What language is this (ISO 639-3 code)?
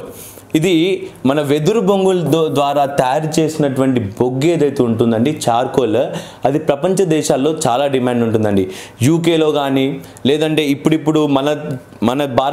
tel